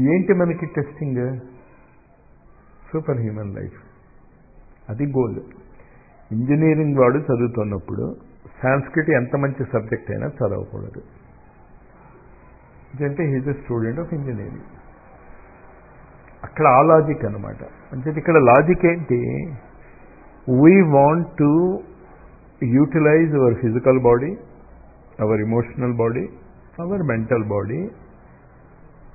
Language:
Telugu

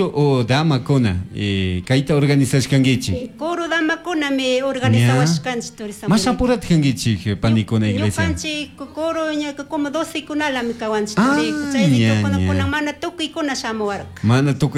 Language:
Chimborazo Highland Quichua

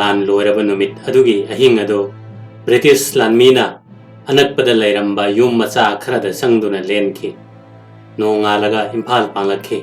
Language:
Manipuri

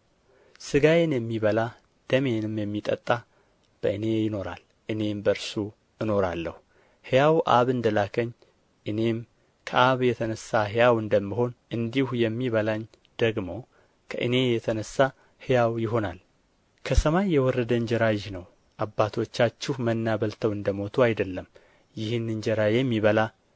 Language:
Amharic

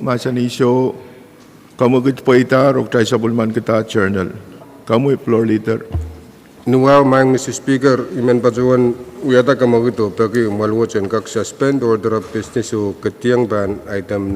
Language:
Pohnpeian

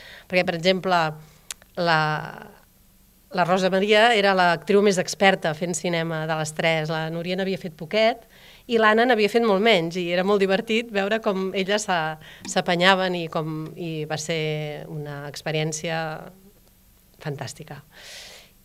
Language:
Catalan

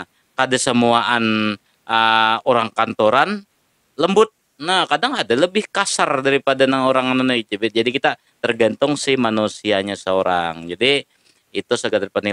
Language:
Banjar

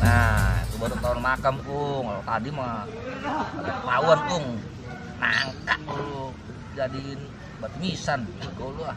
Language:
Betawi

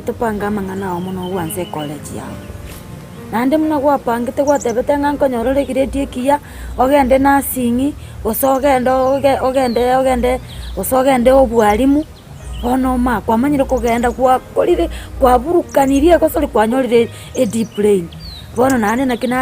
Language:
Gusii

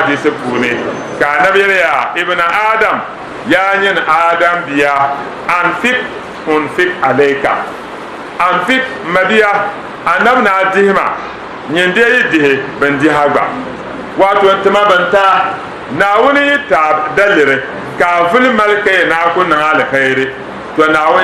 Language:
Dagbani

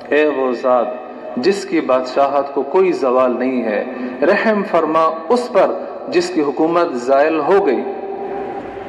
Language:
Urdu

